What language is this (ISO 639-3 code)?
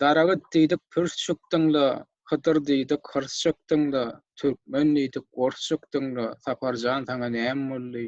tuk